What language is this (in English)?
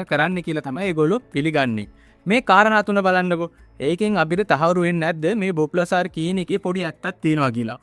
Sinhala